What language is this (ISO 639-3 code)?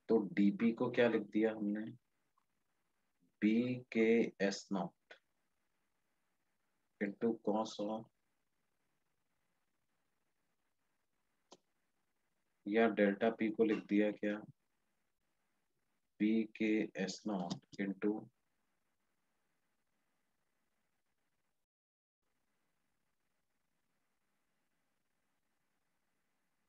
hin